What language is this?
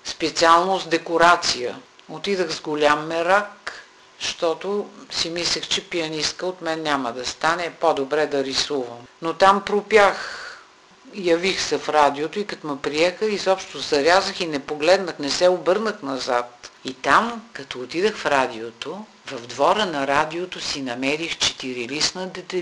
Bulgarian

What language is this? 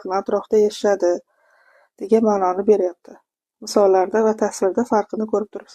Uzbek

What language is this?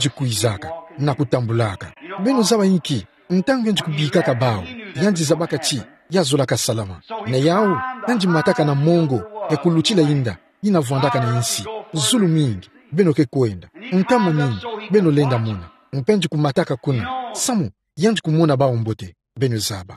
Kituba (Democratic Republic of Congo)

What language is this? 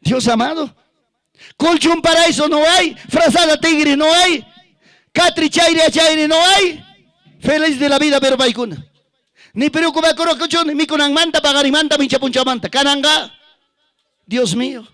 Ayacucho Quechua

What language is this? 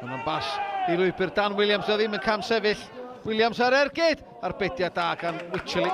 Welsh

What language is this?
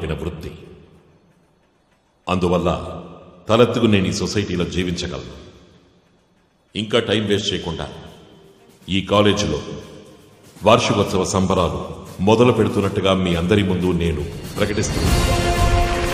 Telugu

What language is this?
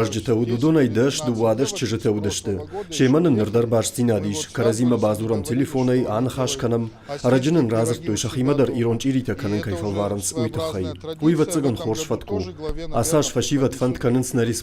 Ossetic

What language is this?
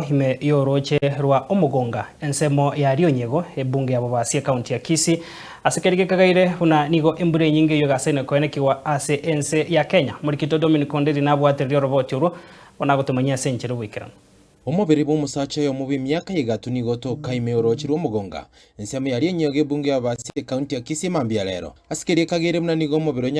Gusii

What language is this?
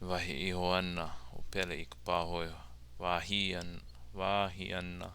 Hawaiian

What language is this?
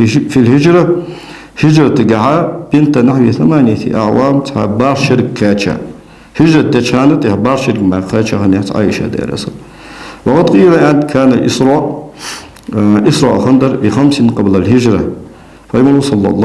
Ingush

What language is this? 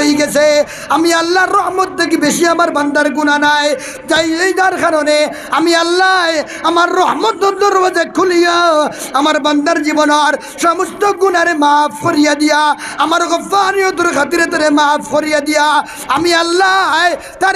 Sylheti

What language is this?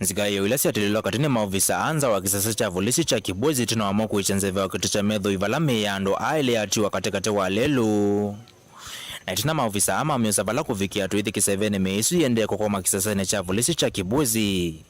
Kamba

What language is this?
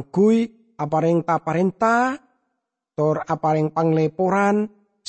Madurese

